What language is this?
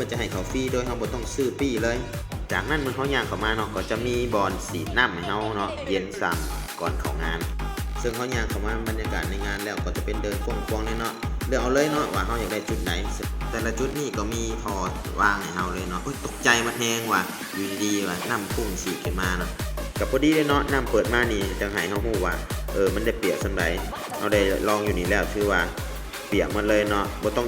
Lao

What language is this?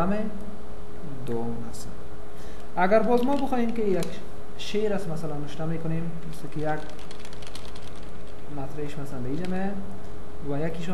Persian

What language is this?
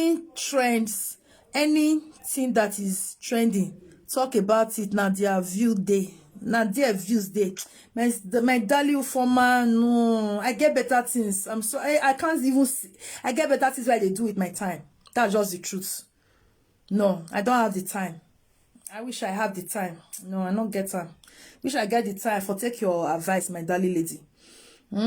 Nigerian Pidgin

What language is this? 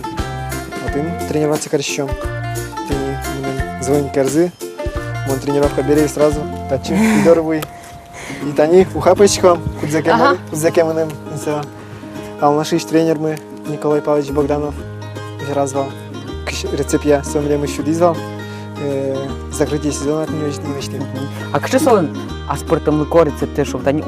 Udmurt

